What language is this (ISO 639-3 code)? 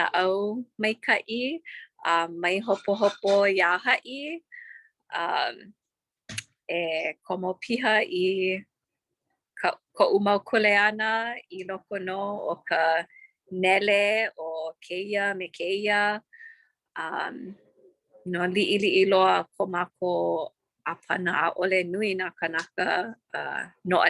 haw